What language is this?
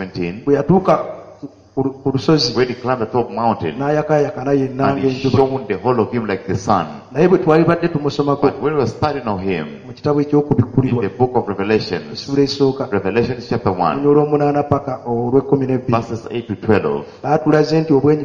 Ganda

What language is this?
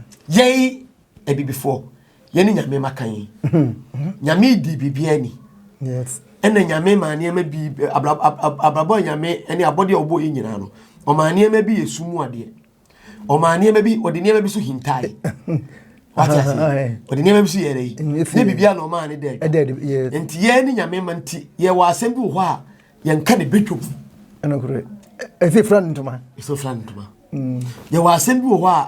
Akan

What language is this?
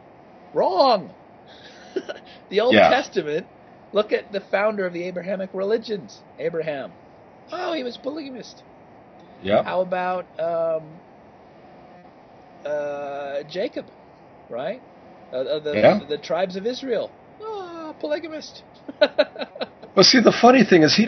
English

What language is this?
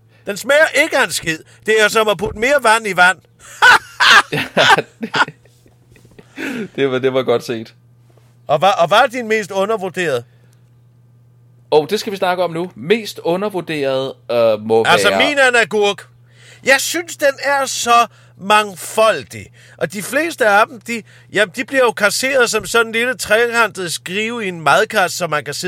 Danish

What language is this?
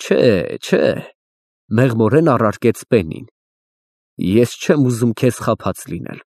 Armenian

